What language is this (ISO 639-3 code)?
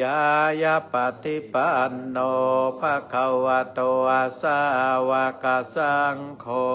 pli